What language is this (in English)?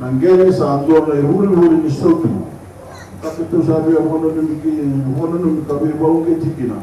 Fijian